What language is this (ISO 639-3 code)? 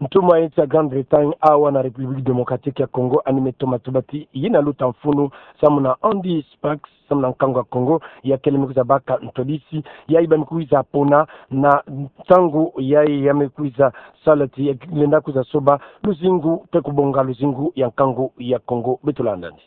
ktu